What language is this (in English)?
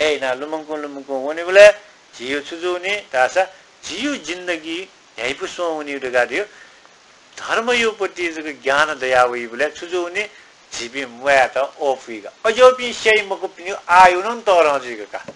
Newari